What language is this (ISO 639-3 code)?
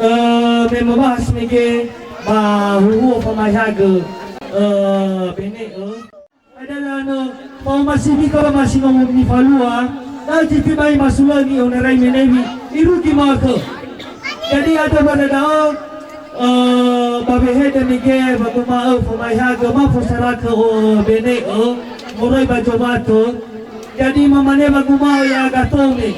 nia